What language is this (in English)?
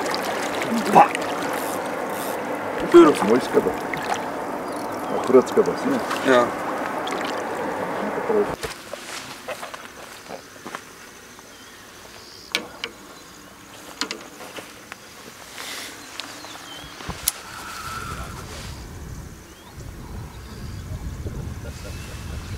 Afrikaans